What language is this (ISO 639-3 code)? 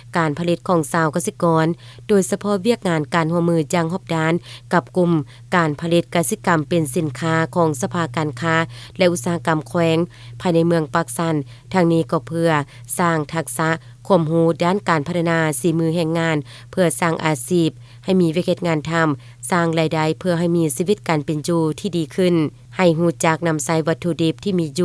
lao